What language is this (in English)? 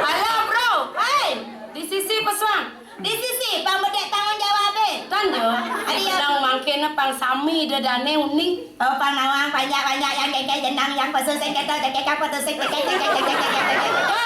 Balinese